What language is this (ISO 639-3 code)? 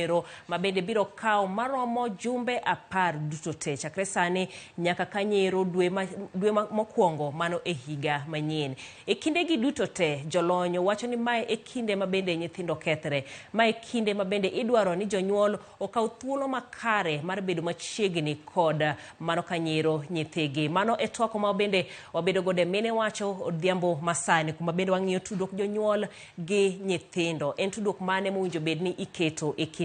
luo